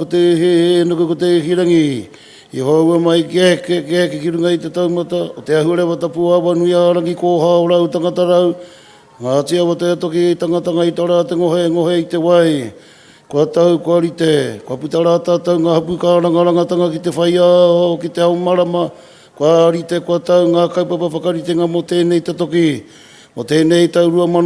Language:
Māori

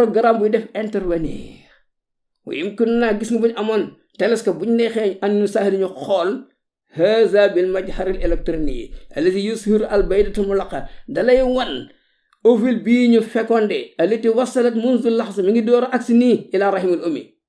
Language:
Wolof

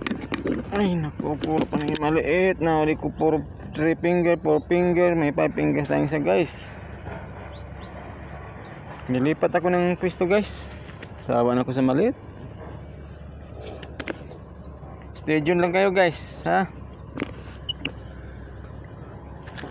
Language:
Filipino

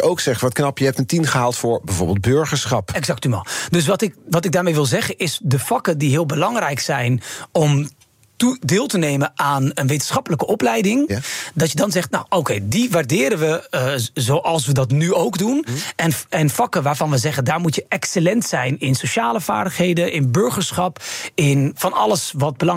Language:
Dutch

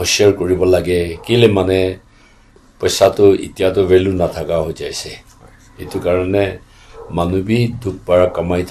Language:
Naga Pidgin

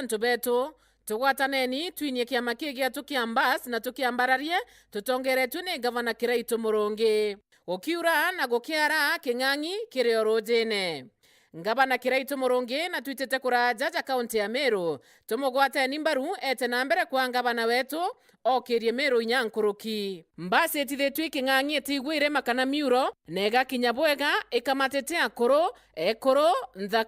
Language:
Meru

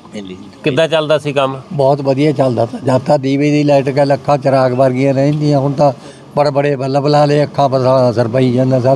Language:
Punjabi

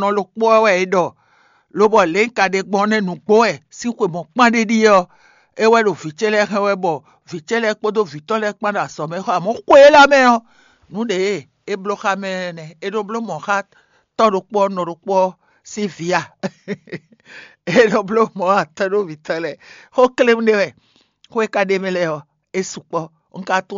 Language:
Fon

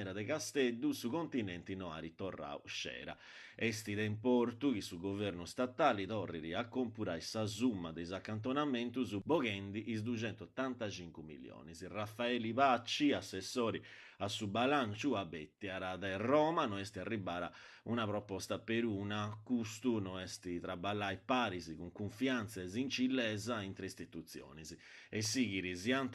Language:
Sardinian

